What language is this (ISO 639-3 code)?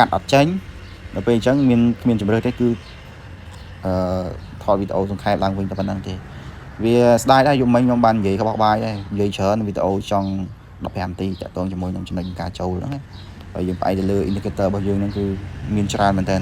khm